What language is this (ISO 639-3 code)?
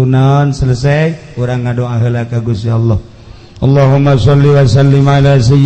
sun